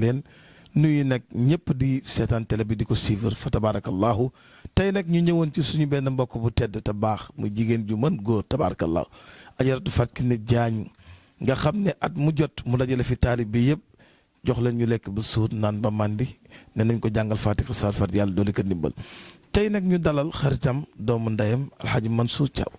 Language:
Wolof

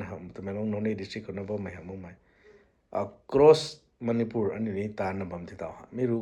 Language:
Rongmei Naga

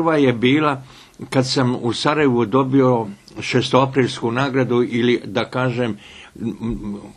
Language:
Bosnian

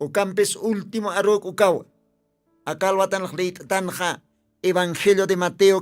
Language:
Aymara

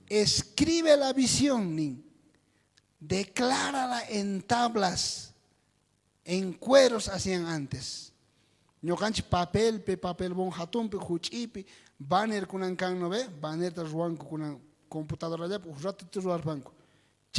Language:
South Bolivian Quechua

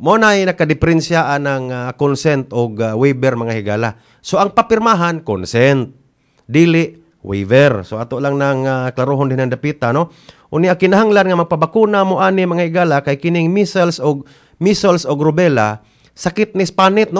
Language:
Cebuano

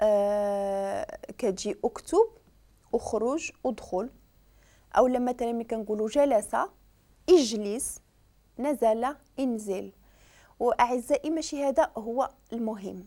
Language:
Moroccan Arabic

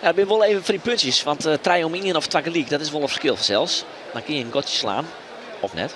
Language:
Western Frisian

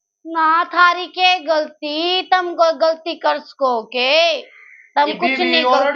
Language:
Haryanvi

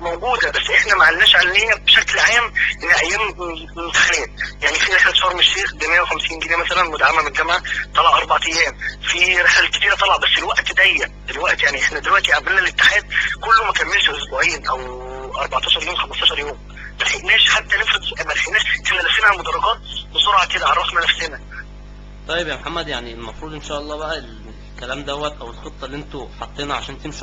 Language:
Egyptian Arabic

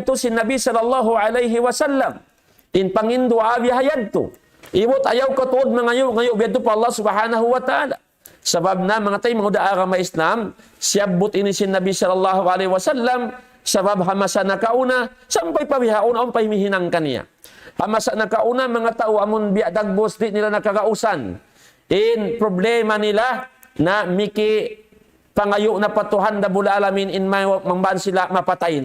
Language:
Tausug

